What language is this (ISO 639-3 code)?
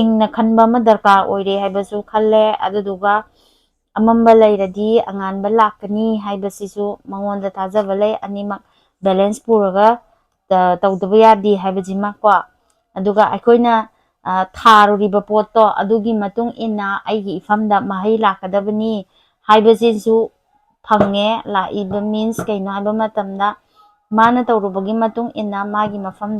mni